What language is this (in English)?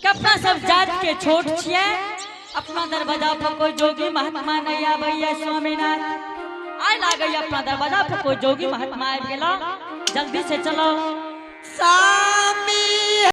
Angika